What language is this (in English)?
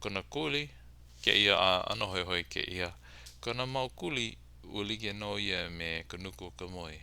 Hawaiian